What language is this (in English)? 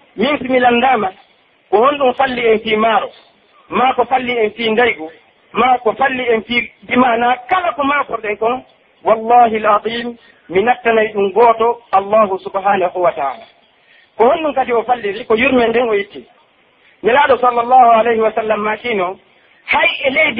Pular